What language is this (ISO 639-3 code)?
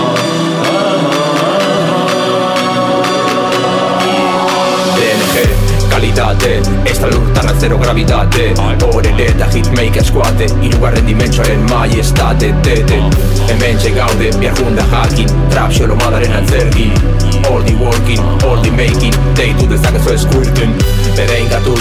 eus